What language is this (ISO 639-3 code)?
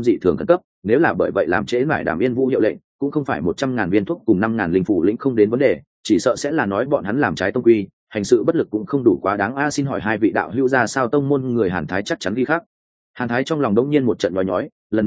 vie